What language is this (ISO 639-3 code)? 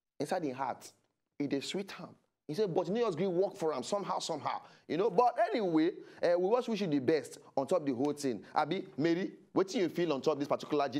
pcm